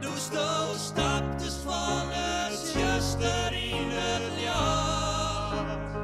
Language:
Western Frisian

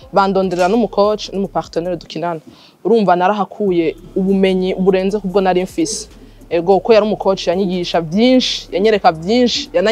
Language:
Rundi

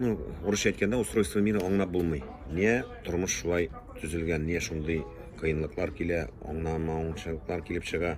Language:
Tatar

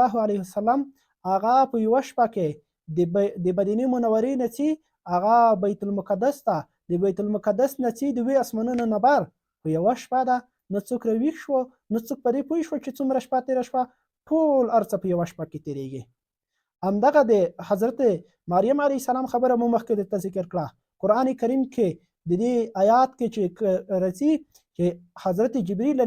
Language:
Pashto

